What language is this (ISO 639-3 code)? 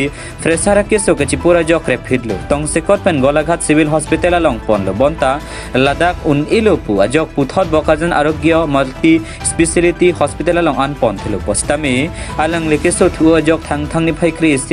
mjw